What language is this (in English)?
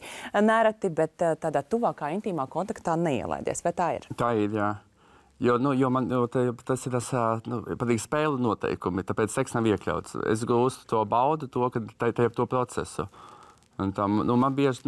Latvian